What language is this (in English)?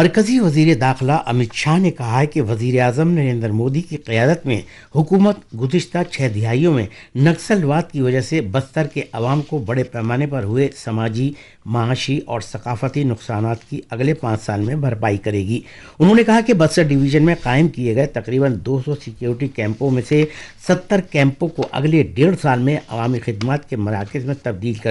Urdu